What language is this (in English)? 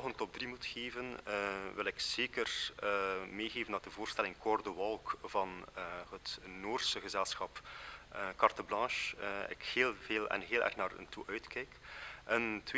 Dutch